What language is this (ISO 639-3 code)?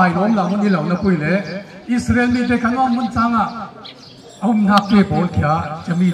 cfm